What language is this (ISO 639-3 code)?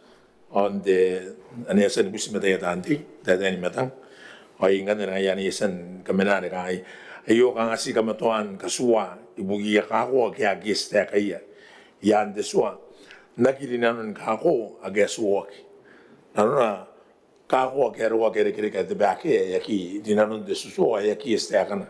gil